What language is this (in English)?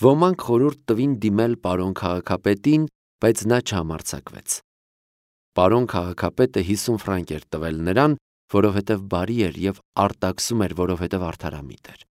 Armenian